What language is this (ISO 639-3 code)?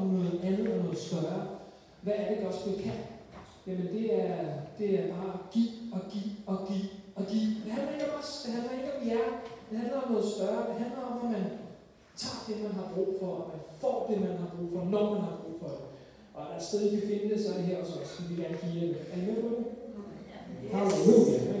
dan